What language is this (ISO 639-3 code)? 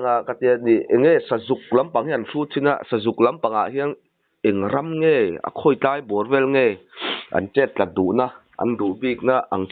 lus